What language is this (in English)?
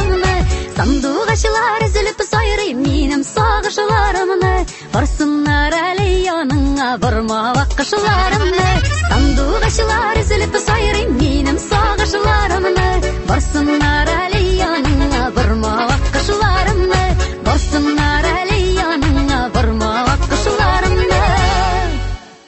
Tatar